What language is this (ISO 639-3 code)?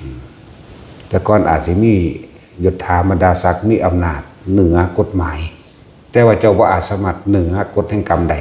tts